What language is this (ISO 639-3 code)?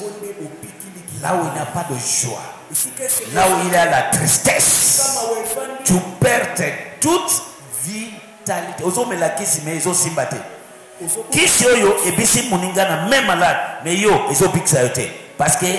fra